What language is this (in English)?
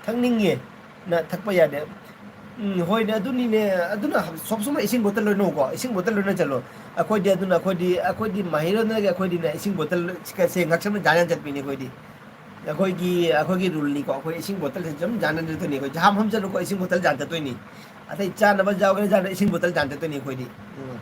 Manipuri